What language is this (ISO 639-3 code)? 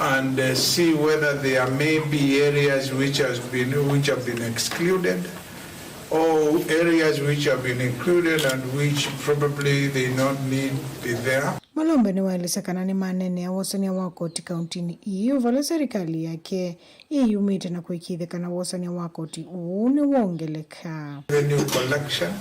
kam